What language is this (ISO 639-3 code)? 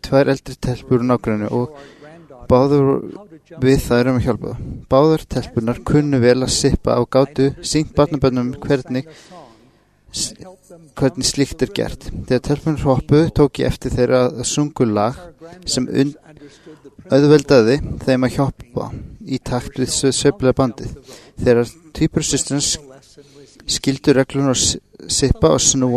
isl